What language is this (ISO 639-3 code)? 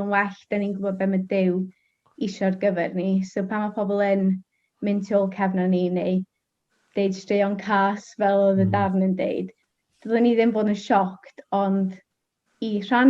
cym